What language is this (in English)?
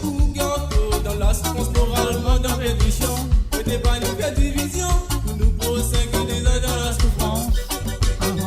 Morisyen